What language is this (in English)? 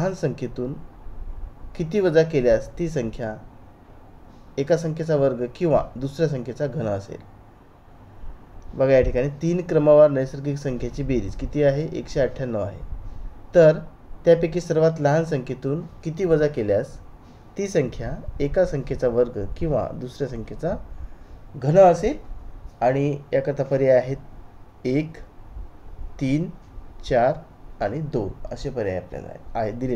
Marathi